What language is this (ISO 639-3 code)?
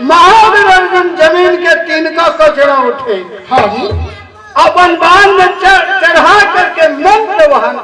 hne